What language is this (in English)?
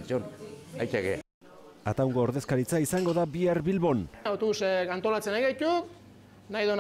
Basque